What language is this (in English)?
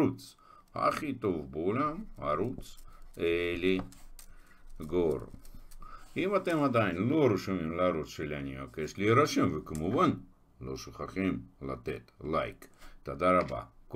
Hebrew